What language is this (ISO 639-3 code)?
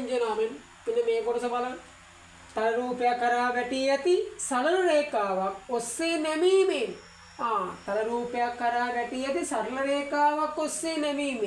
sin